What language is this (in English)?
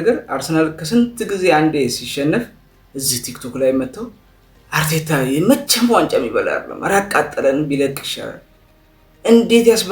Amharic